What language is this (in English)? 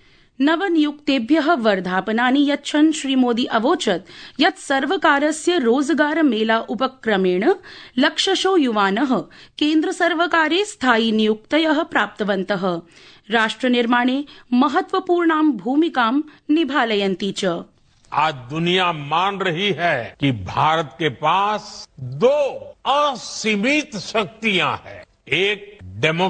Sanskrit